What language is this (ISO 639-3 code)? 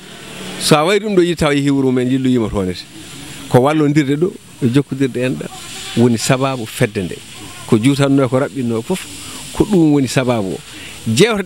ful